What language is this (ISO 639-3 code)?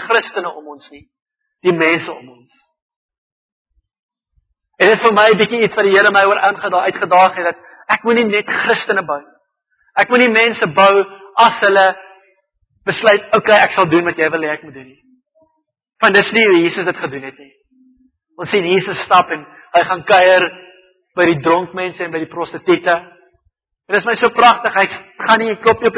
afr